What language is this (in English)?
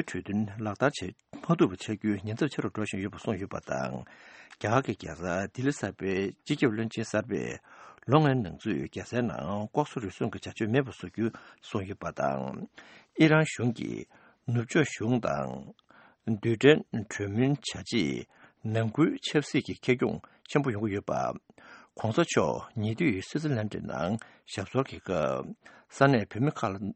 Tibetan